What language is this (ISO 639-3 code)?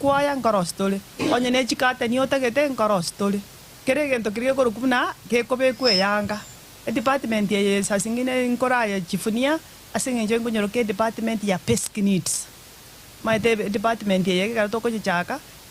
guz